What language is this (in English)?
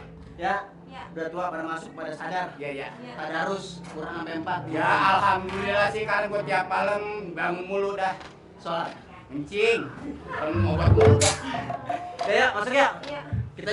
Betawi